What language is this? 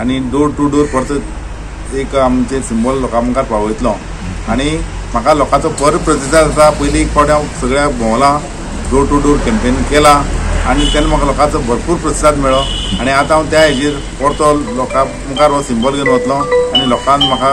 Konkani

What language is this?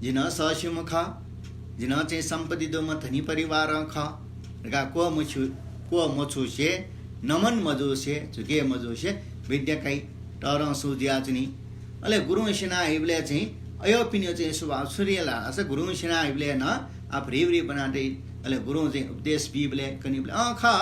Newari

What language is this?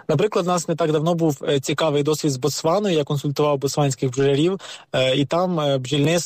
Ukrainian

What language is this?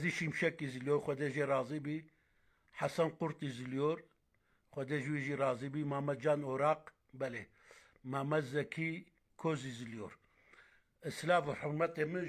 Kurdish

